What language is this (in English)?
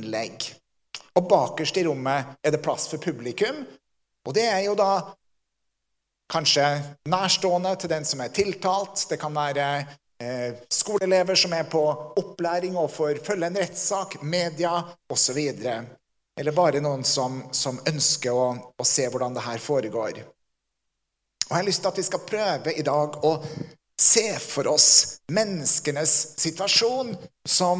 Norwegian